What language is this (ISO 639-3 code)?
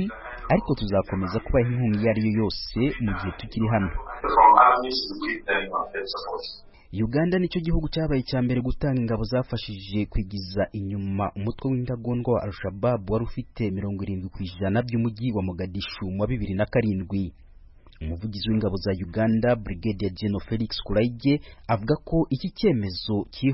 kin